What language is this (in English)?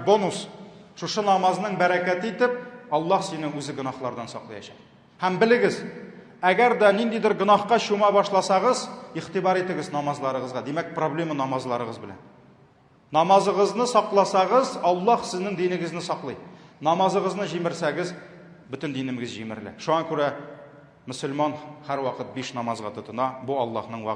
Tatar